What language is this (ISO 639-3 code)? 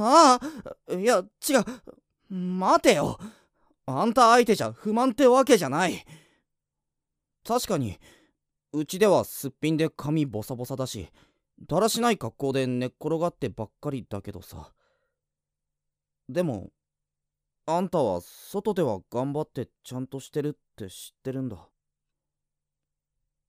jpn